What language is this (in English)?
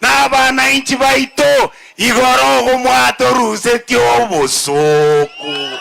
Gusii